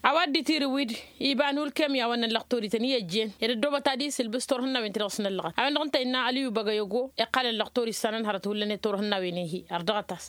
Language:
Tamasheq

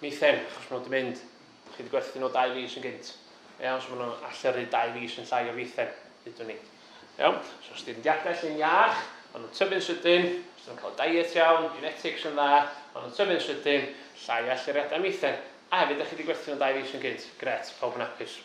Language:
Welsh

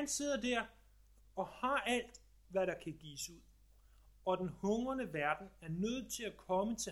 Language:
Danish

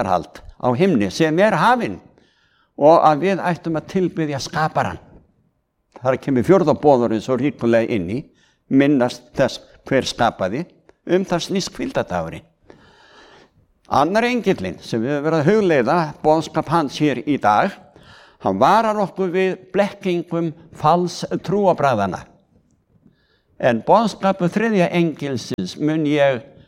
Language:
Icelandic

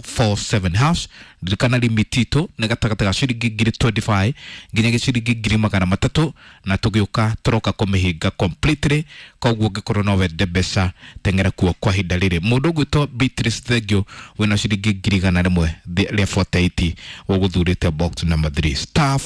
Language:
Kikuyu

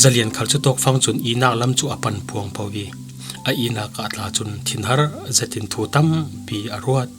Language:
Falam Chin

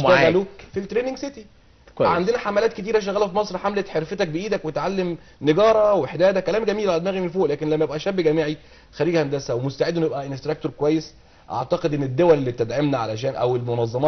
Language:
Egyptian Arabic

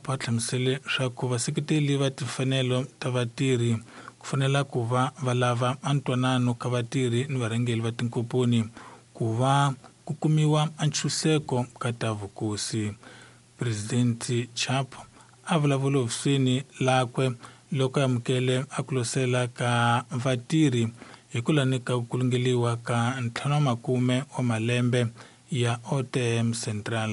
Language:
Tsonga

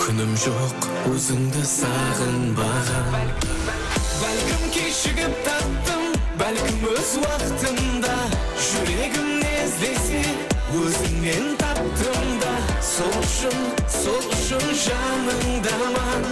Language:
Kara-Kalpak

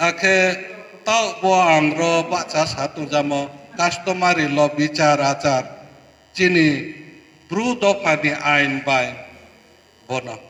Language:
Riang (India)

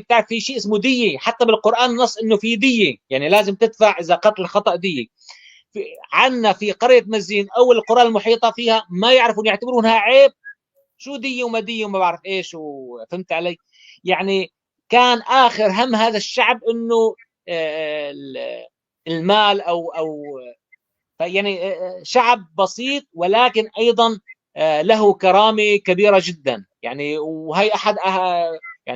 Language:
North Levantine Arabic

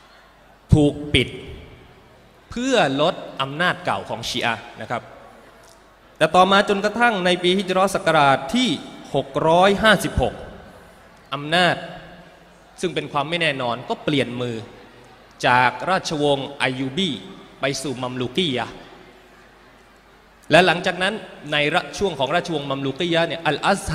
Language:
Thai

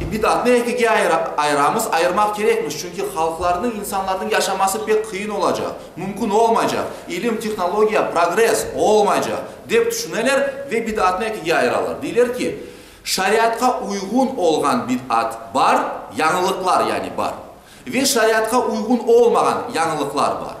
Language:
Crimean Tatar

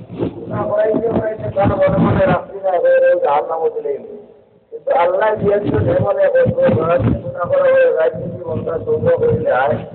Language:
Sylheti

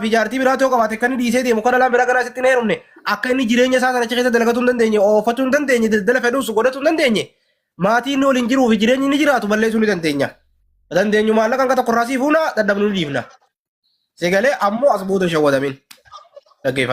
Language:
Oromo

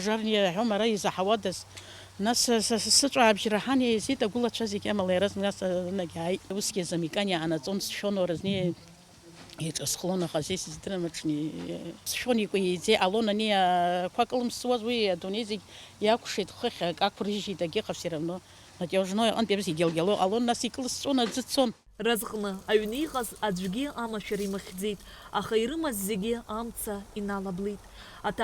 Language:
Abkhazian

